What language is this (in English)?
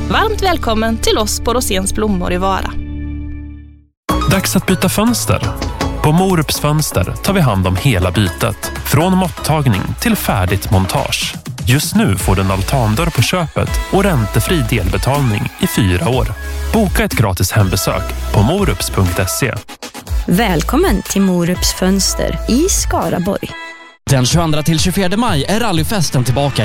Swedish